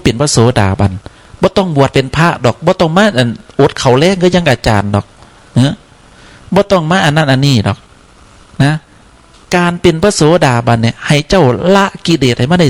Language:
Northeastern Thai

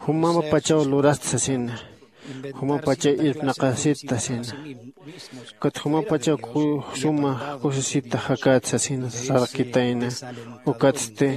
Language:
Aymara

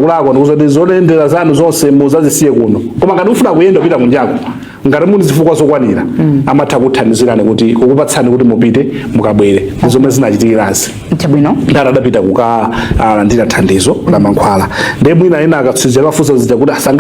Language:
Nyanja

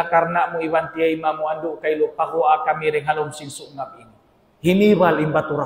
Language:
Tausug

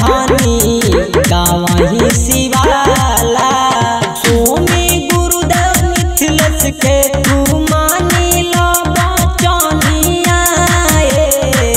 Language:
Bhojpuri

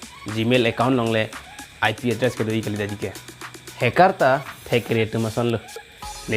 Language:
Karbi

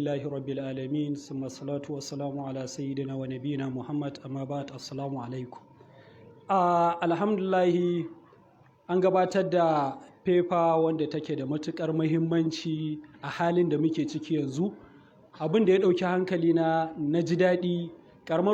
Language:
Hausa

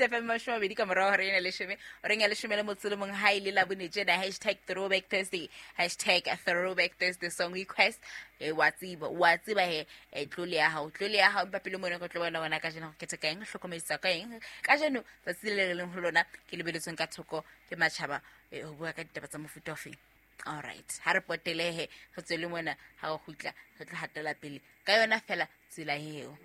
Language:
Southern Sotho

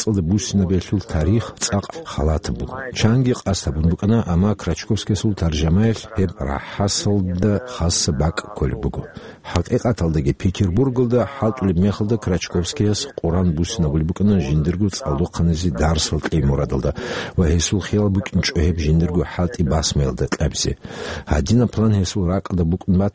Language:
Avaric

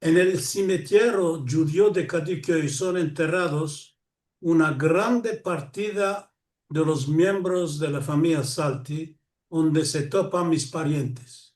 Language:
Ladino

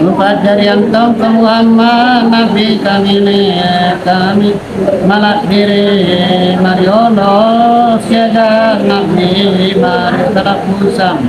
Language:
Makasar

